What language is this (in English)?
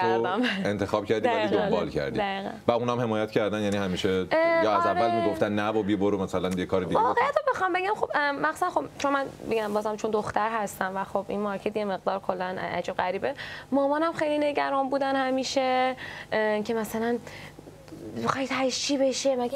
Persian